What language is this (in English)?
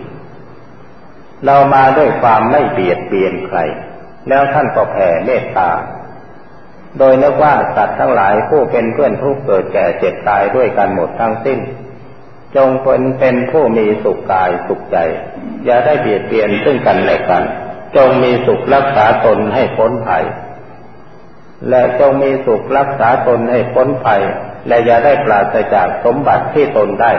Thai